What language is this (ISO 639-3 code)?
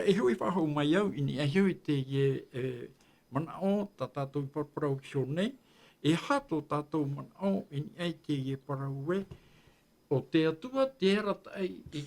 tah